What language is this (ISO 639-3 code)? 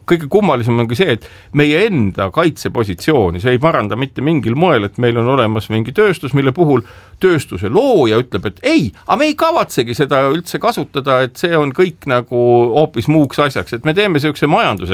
est